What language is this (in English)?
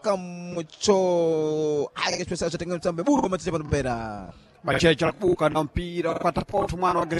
Sena